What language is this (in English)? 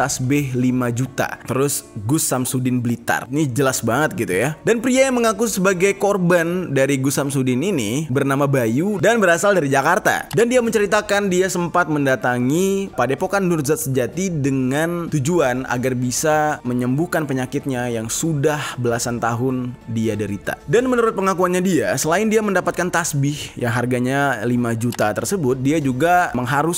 Indonesian